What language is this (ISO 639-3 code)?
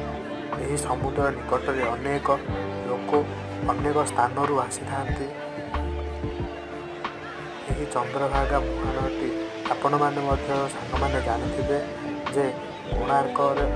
ori